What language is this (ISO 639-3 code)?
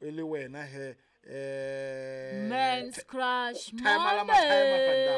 sot